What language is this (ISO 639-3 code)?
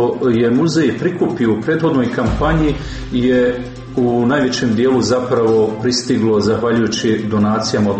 hrv